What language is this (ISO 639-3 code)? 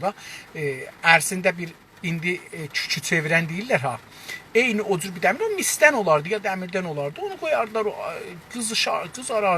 azb